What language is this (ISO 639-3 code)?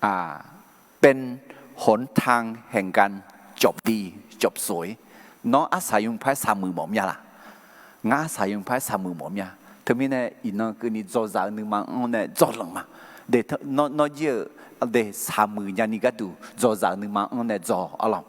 ahk